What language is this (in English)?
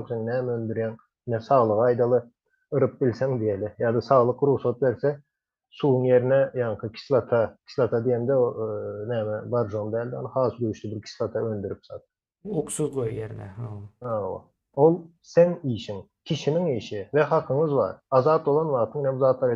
Turkmen